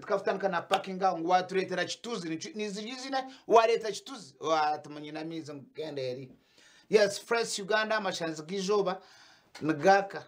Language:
Nyankole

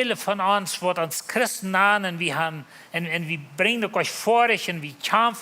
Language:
Plautdietsch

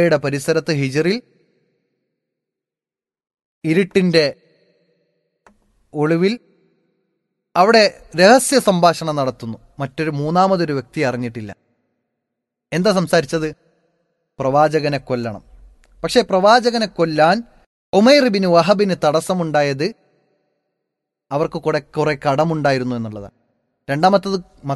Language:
Malayalam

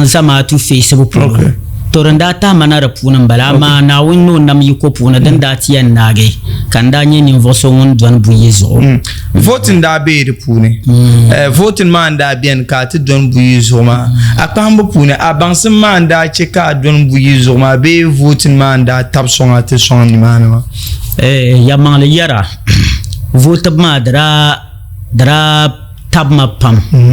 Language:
Dagbani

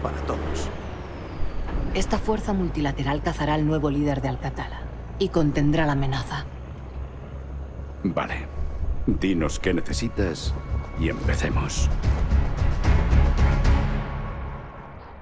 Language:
Spanish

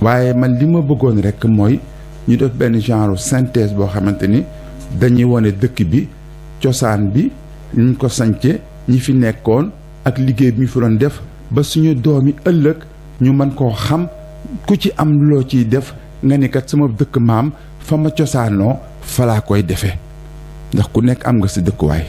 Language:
Wolof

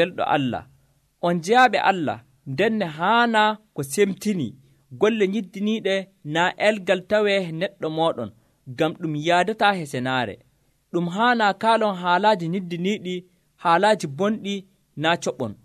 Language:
Nigerian Fulfulde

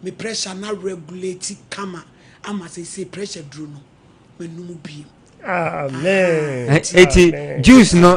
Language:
Akan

